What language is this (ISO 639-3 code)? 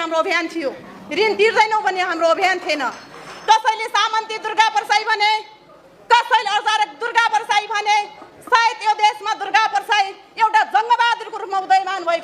nep